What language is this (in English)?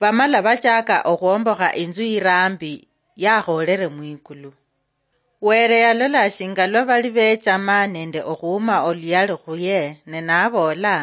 Luyia